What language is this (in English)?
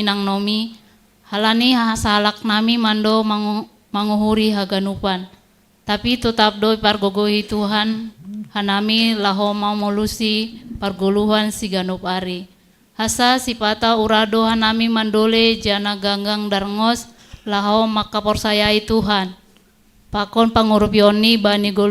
Batak Simalungun